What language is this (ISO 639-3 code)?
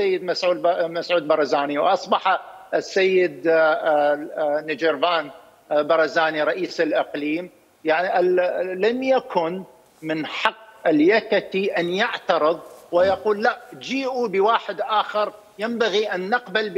acm